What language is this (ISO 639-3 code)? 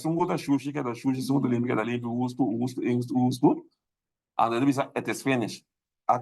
pap